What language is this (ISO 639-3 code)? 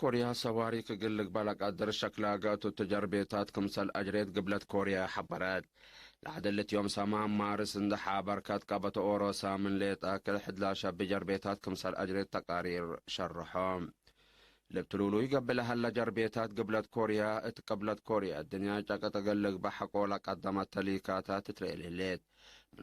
tig